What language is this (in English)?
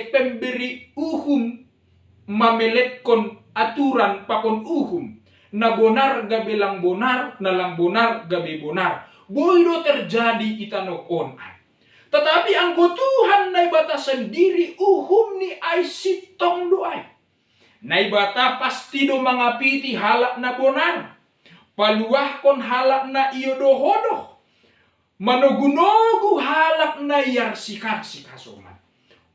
Batak Simalungun